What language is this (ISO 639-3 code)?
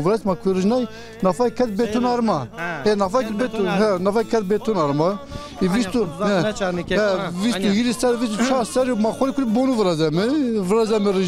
zza